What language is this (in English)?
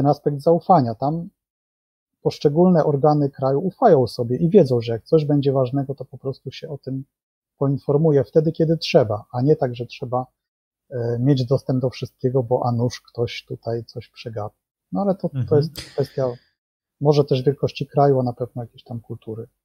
Polish